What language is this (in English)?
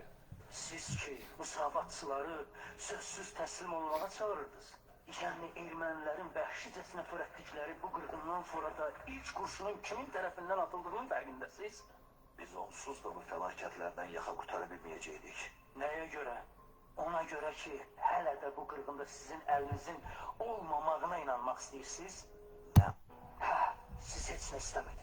Azerbaijani